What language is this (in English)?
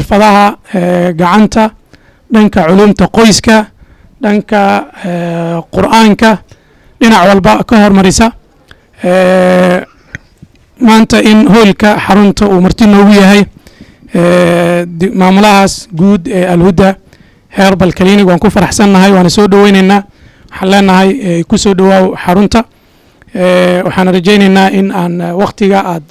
Somali